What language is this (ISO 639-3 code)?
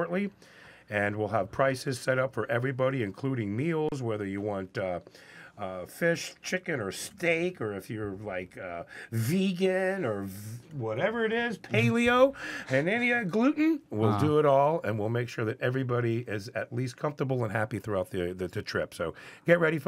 eng